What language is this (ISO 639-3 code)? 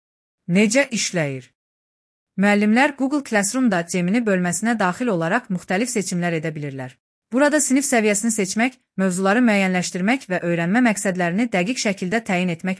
aze